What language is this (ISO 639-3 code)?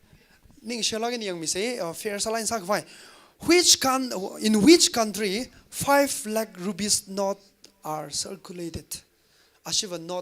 nmf